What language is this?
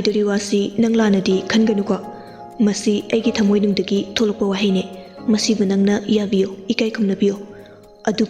Manipuri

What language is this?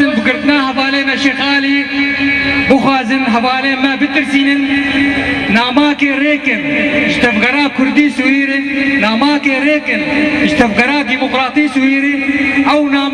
Kurdish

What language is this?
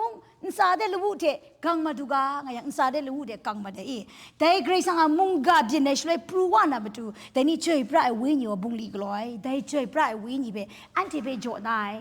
Kachin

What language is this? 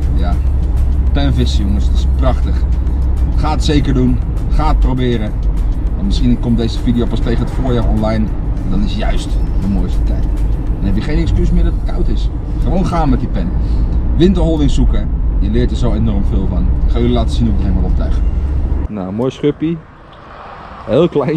Dutch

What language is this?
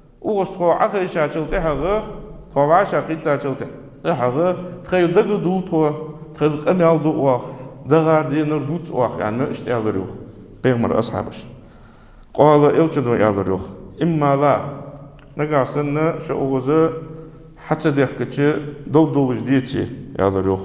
Ingush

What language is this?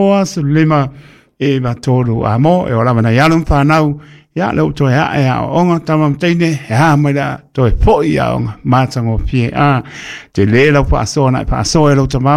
Samoan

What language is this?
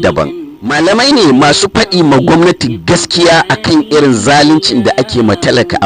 Hausa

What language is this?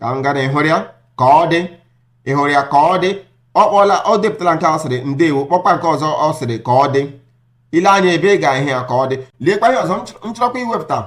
Igbo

